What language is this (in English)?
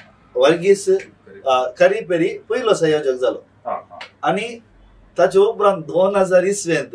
Konkani